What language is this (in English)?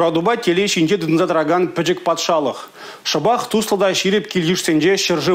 Chuvash